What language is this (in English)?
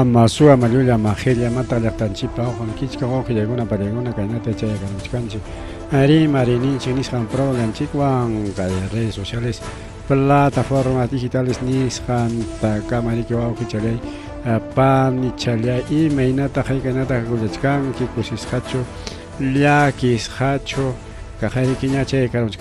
Ayacucho Quechua